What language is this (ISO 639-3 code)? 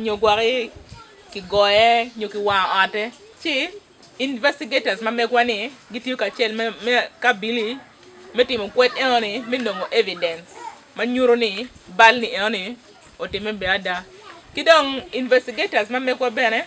ach